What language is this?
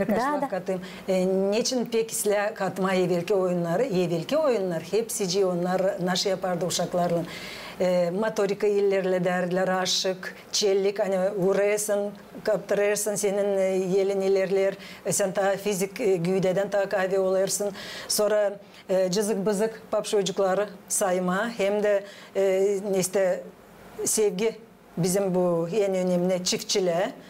Gagauz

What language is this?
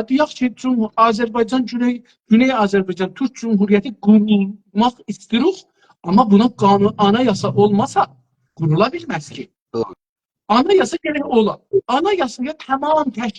South Azerbaijani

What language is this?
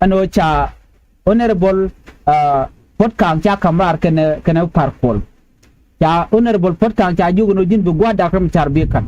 Nuer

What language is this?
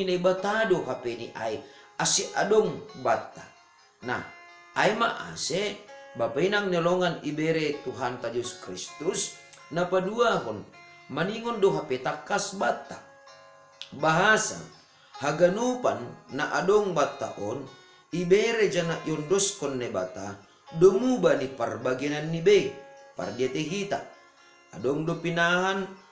Batak Simalungun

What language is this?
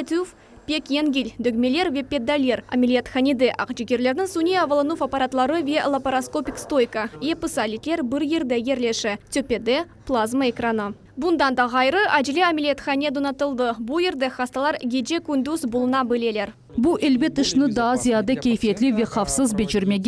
Crimean Tatar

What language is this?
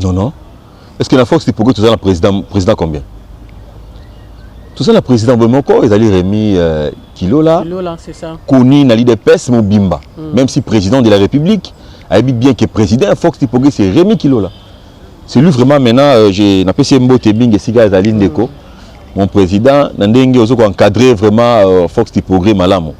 Lingala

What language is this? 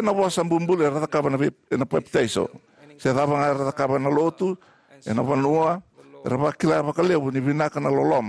Fijian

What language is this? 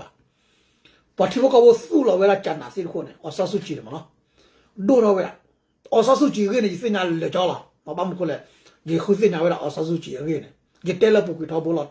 S'gaw Karen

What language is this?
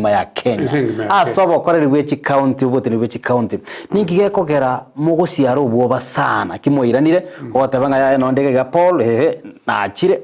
Gusii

